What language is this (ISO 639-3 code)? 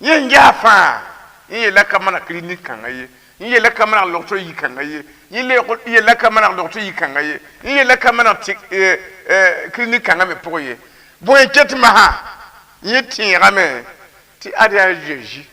mos